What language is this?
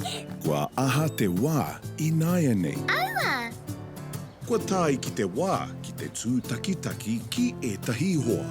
Māori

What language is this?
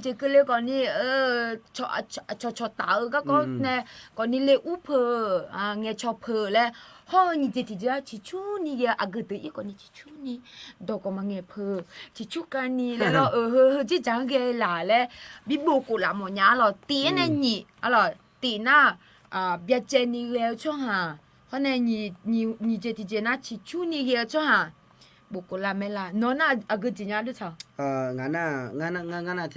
Akha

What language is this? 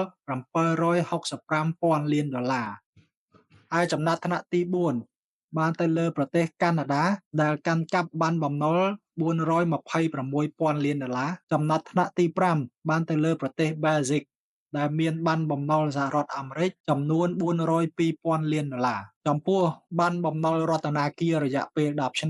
Khmer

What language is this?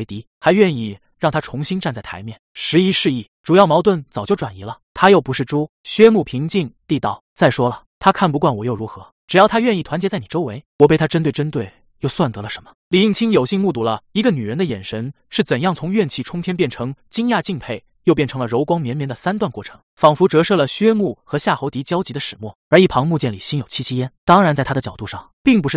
Chinese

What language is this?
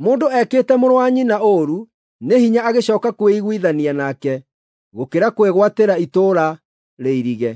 Kikuyu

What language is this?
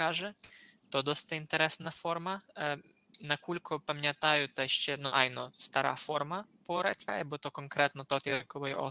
Rusyn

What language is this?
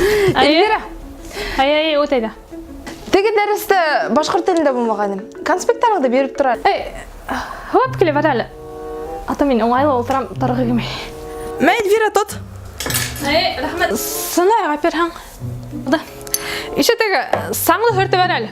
Bashkir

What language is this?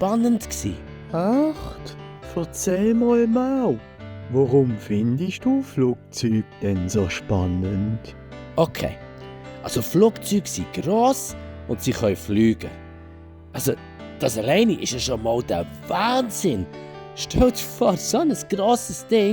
Swiss German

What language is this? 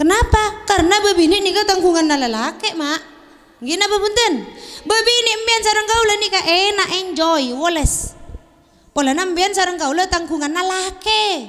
Madurese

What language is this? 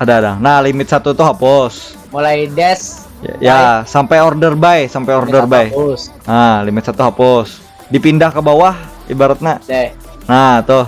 Banjar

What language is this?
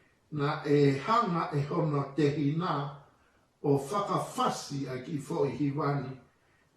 Tongan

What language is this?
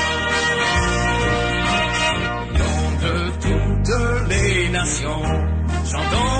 French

